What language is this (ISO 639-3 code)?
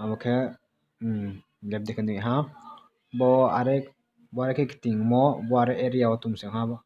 ria